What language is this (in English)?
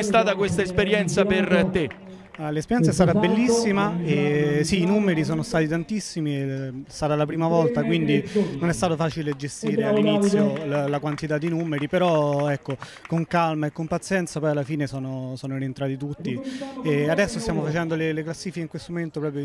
Italian